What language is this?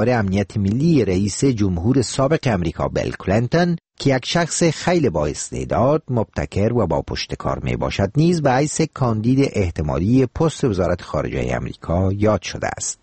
Persian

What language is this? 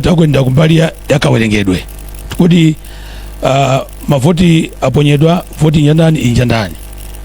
Nyanja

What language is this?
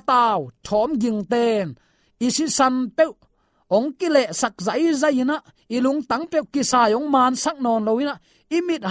Tedim Chin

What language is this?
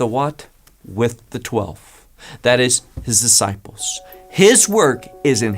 English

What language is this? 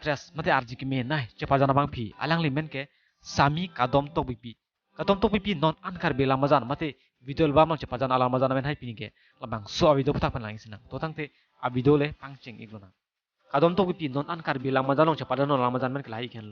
Karbi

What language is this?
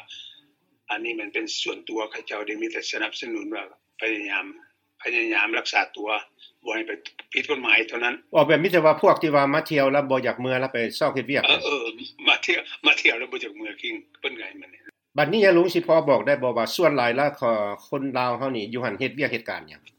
Lao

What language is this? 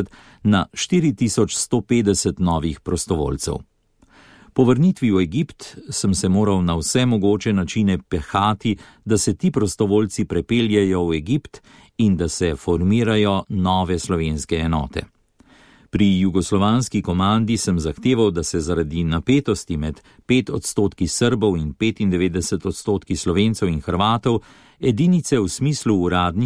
Slovenian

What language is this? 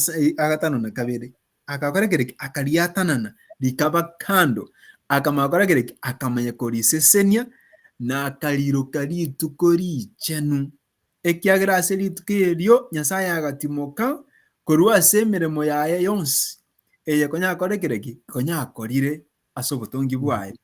Gusii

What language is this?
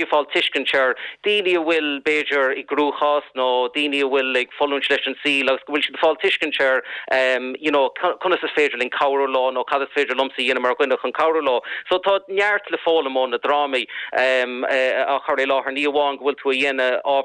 Irish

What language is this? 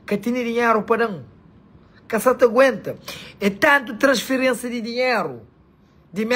Kabuverdianu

